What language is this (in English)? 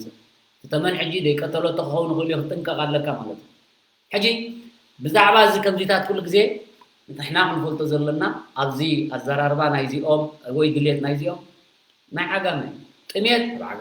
Tigrinya